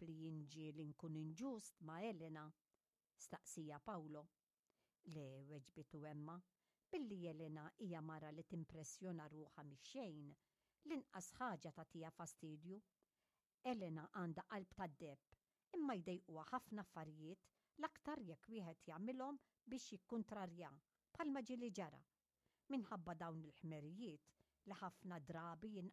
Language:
Maltese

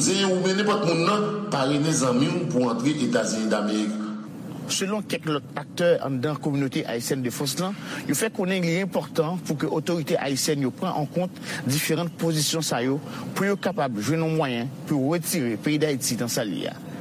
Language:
Haitian Creole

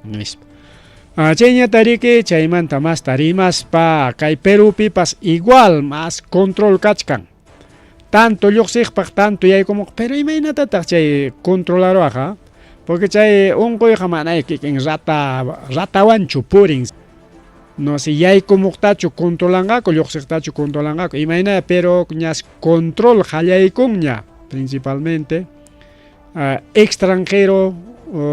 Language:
Ayacucho Quechua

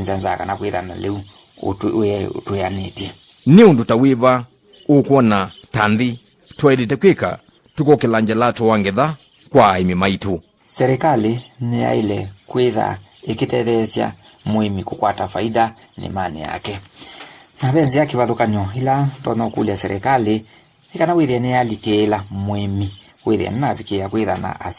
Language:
Kamba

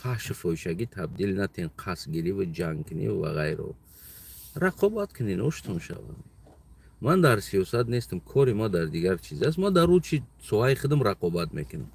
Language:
Tajik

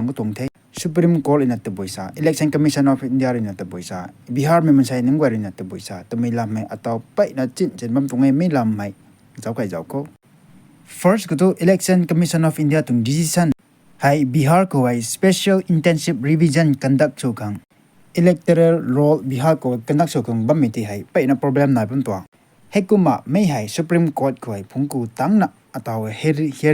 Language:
Rongmei Naga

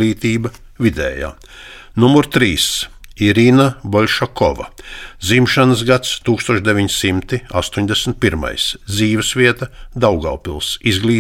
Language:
Latvian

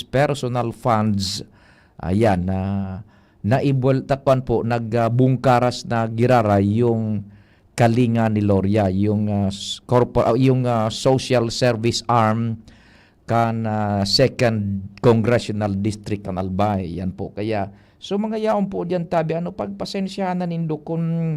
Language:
Bikol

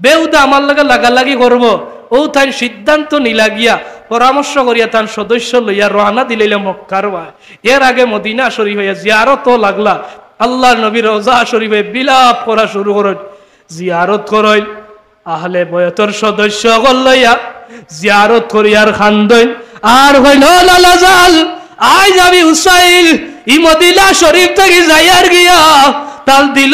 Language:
Sylheti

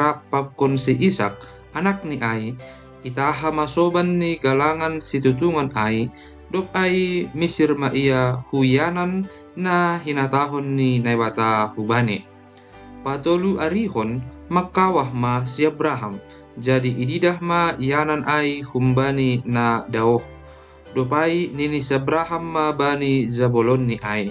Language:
Batak Simalungun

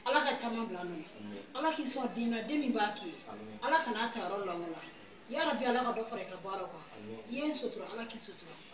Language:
Bambara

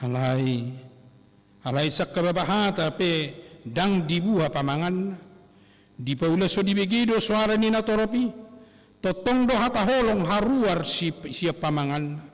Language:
Batak Toba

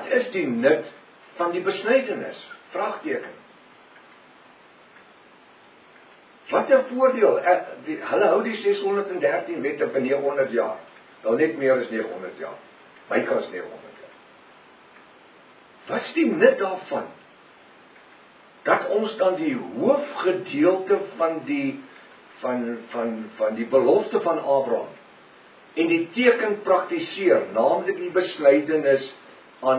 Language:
Afrikaans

